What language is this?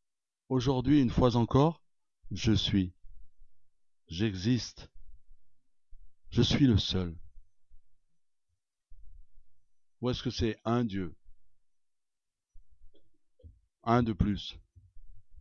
French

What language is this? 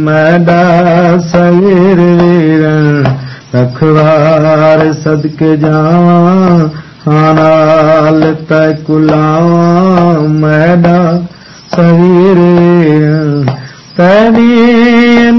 Saraiki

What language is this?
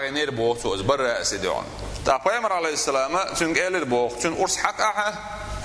Chechen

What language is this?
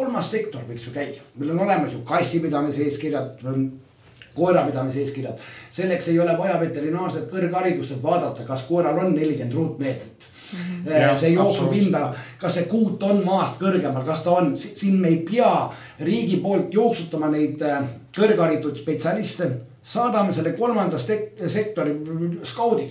Estonian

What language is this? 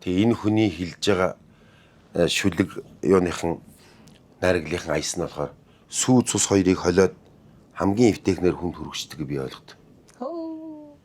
Mongolian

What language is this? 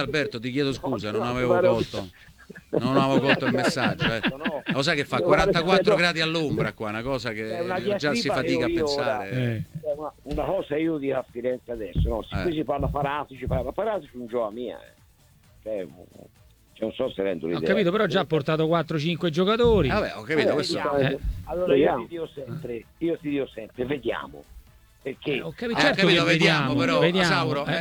Italian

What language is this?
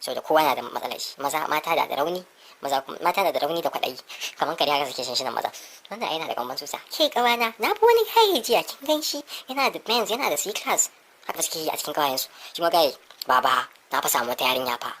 Hausa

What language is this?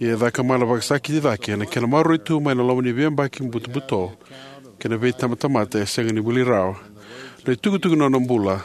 Fijian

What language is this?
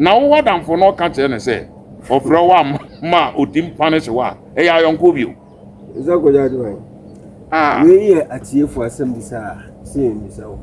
Akan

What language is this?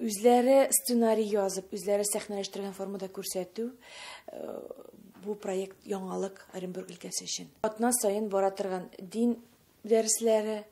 Tatar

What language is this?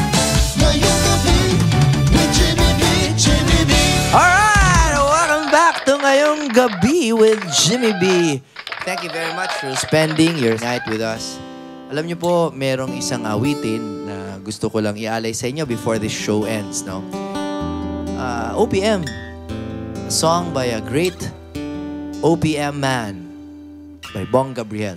Filipino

